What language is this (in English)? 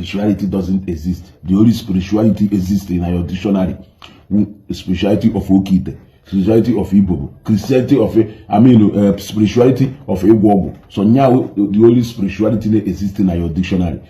Igbo